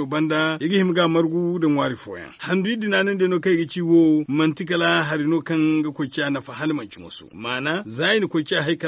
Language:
Zarma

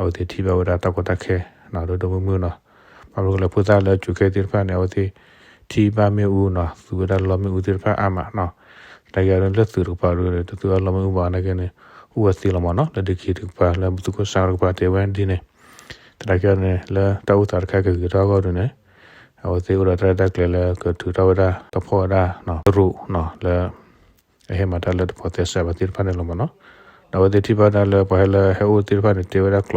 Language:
S'gaw Karen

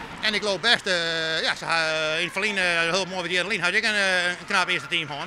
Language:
Western Frisian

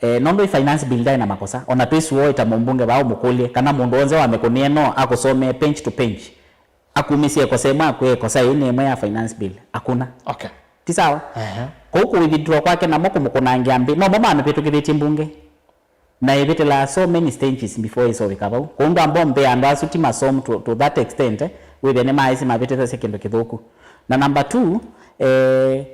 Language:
Kamba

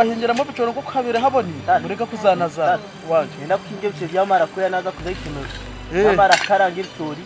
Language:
Nyankole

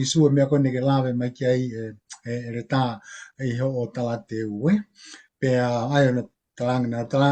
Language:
Tongan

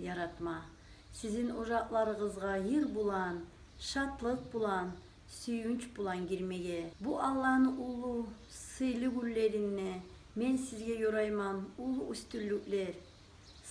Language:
Kumyk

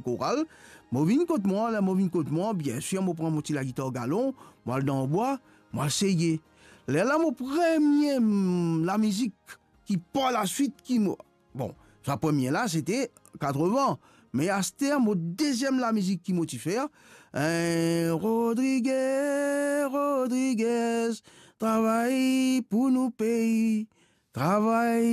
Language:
Morisyen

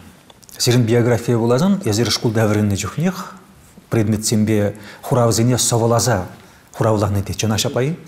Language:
Chuvash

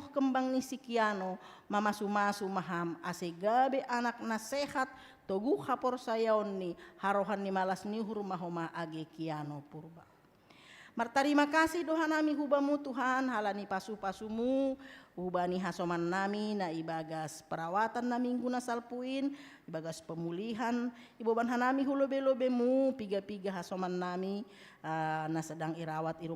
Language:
Batak Simalungun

